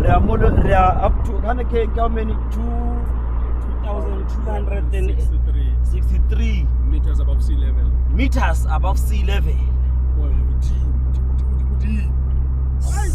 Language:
Southern Sotho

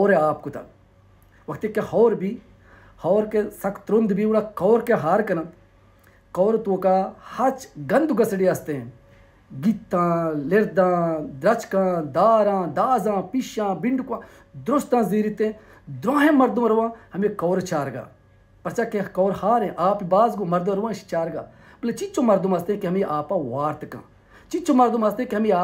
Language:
Baluchi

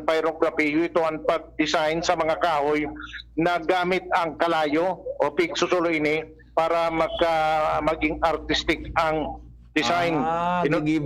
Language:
Bikol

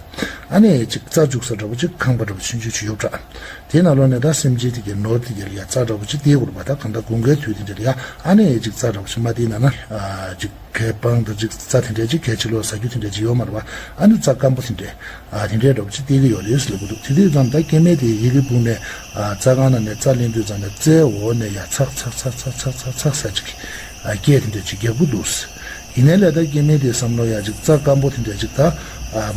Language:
Tibetan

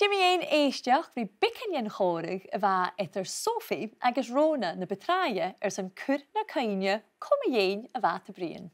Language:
Scottish Gaelic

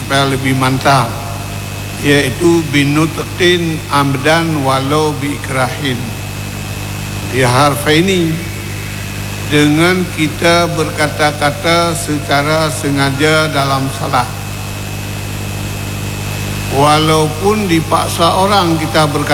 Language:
Malay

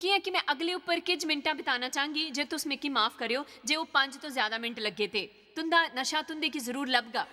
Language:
Dogri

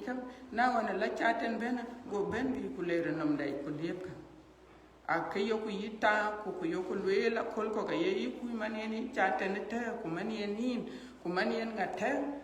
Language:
Dinka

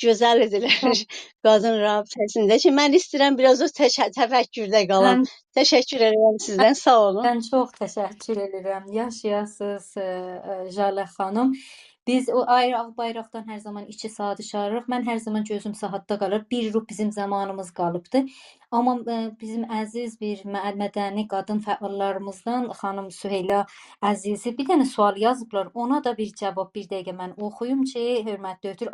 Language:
South Azerbaijani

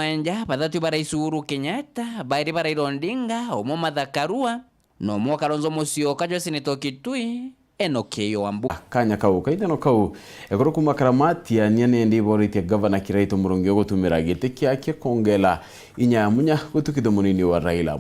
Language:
Meru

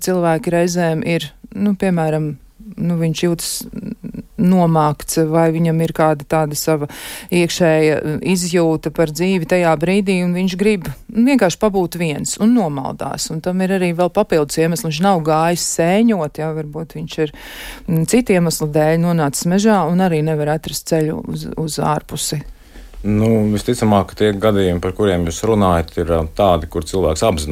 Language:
Latvian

